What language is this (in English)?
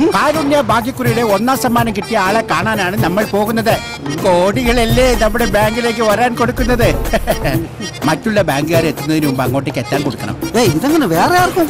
Malayalam